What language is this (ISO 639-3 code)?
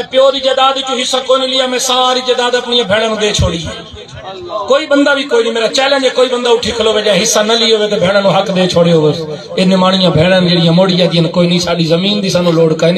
skr